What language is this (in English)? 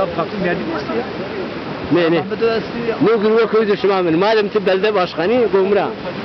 Zaza